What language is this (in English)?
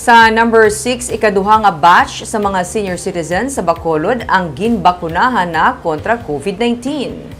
Hiligaynon